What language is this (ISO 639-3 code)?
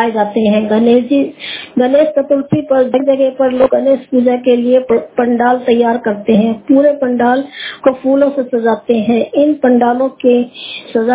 hin